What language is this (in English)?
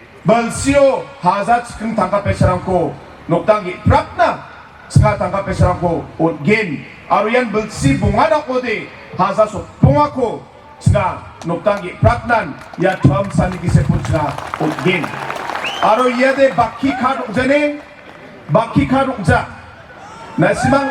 Garo